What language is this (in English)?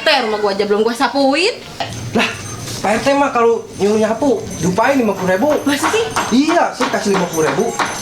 Betawi